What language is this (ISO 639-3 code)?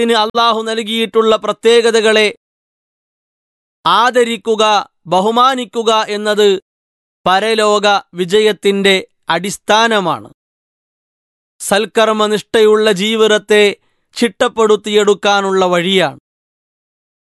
mal